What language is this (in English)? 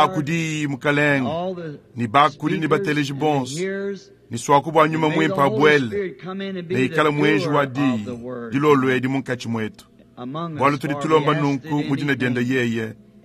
Luba-Lulua